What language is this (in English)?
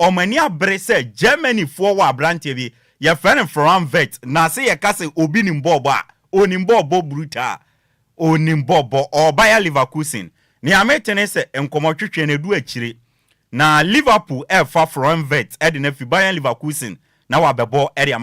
Akan